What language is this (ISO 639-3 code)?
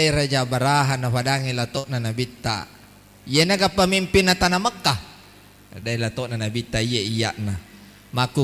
bug